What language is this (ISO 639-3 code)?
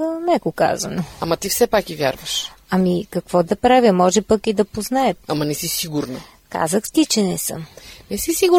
bul